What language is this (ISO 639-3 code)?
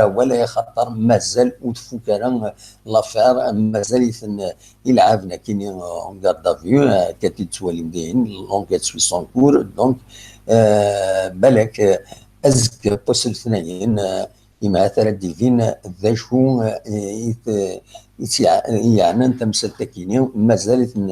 kab